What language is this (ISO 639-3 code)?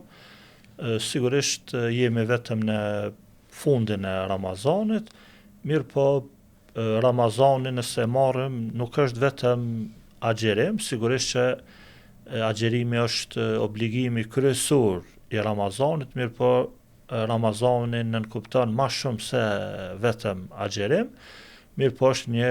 sqi